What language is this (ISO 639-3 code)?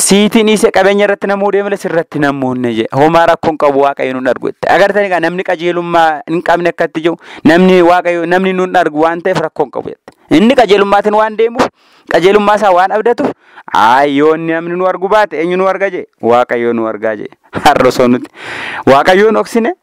orm